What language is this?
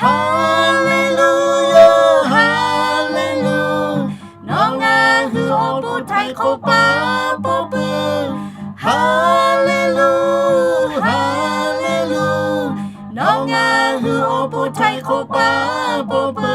Lahu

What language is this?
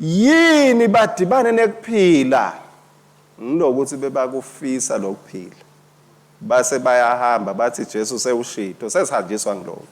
Swati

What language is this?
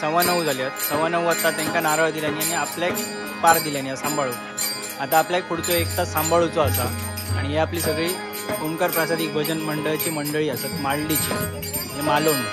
Konkani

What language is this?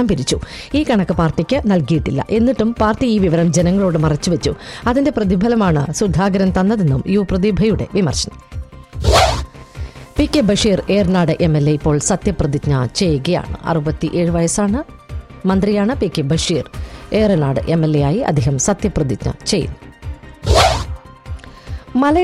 Malayalam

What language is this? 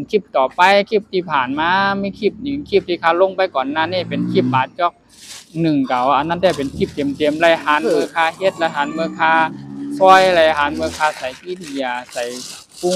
Shan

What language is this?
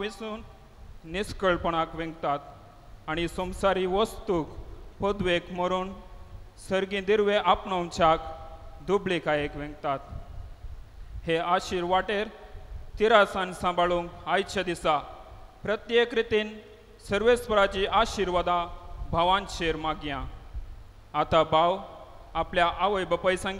Konkani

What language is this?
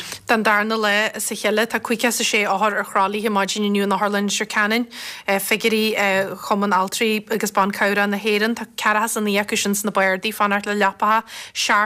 Irish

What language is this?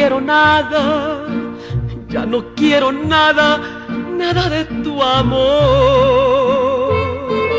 Spanish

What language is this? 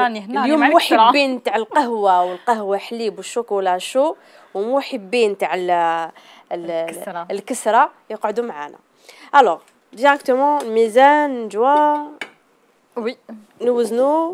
Algerian Arabic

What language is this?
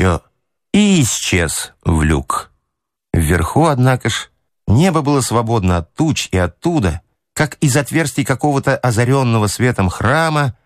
Russian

